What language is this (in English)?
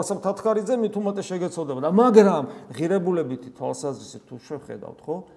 Georgian